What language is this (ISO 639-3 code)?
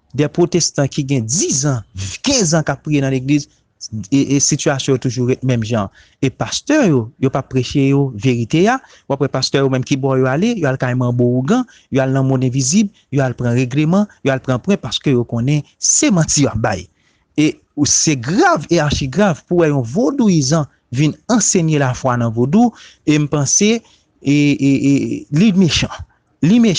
hat